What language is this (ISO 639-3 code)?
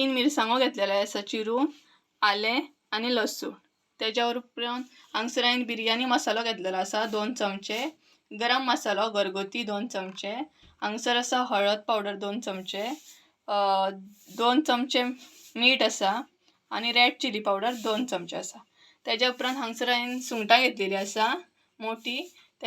kok